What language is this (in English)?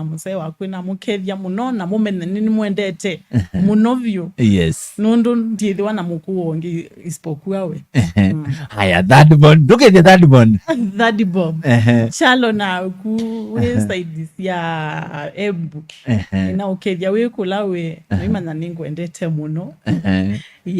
Kamba